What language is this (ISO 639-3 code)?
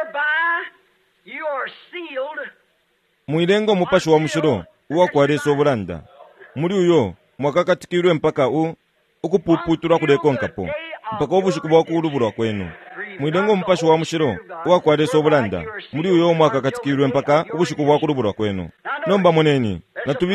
bem